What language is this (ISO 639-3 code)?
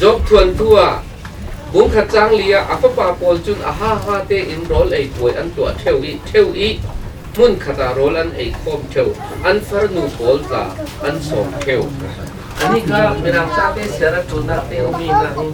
cfm